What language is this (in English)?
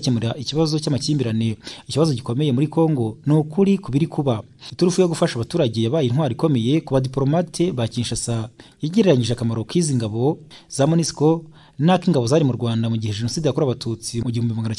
Kinyarwanda